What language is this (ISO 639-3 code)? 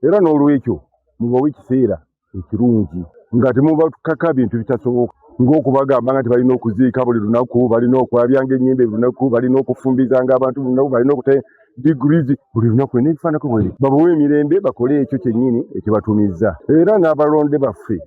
lug